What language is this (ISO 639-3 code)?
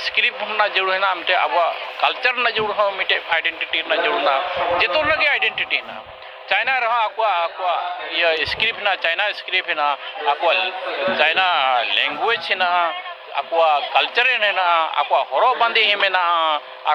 sat